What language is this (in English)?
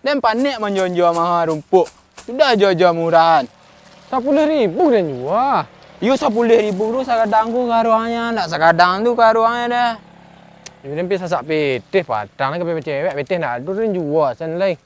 Minangkabau